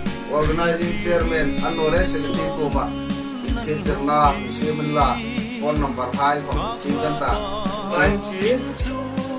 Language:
Hmar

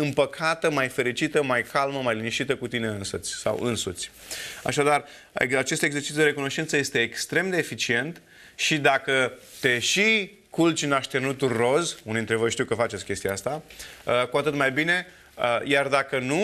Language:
Romanian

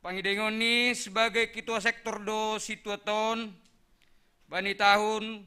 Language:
Batak Simalungun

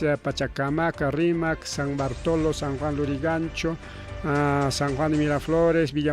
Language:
Ayacucho Quechua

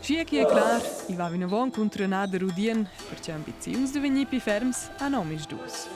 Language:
Romansh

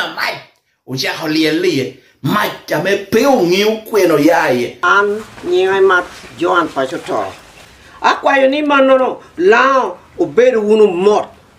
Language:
Lango (Uganda)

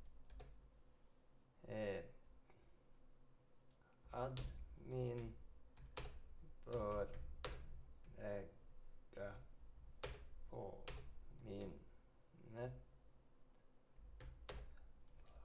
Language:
Swedish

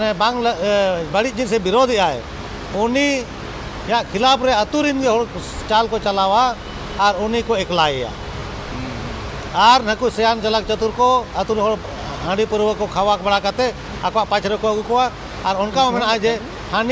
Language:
Santali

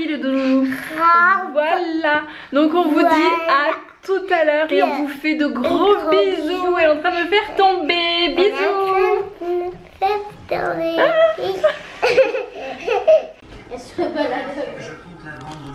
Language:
French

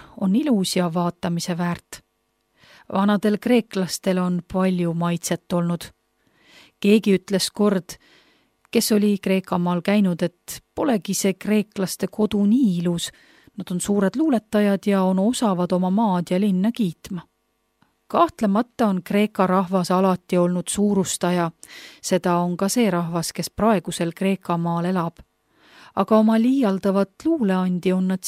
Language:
Estonian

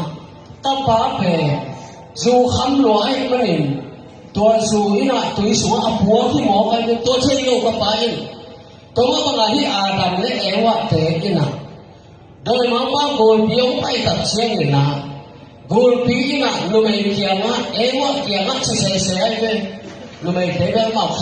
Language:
Tedim Chin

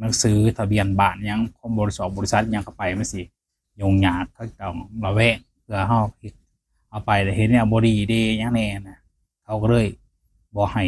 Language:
Lao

